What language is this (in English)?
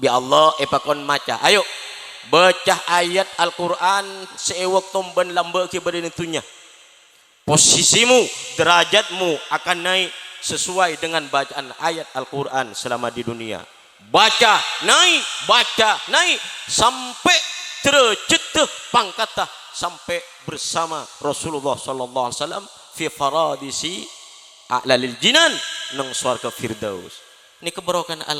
Madurese